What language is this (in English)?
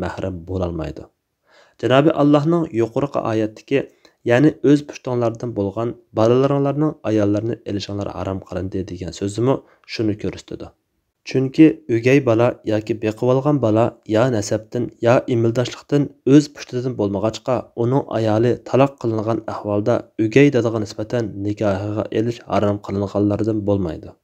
Uyghur